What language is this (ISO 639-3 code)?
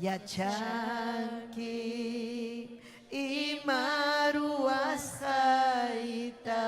quy